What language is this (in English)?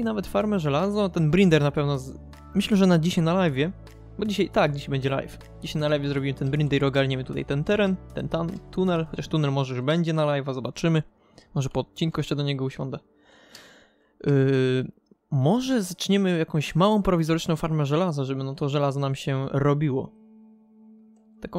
Polish